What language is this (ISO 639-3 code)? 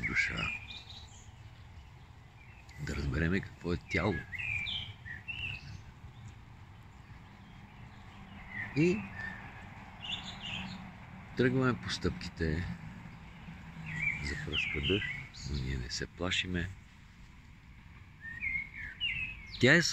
bul